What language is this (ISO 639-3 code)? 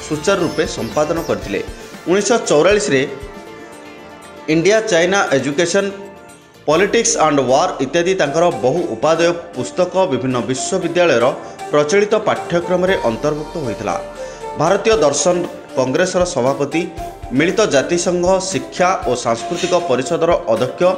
ori